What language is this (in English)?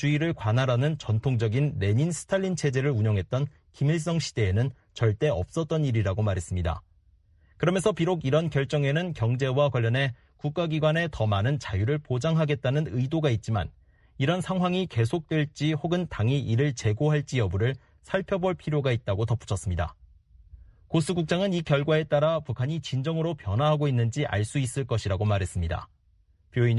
Korean